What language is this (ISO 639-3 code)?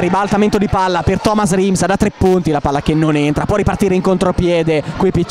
ita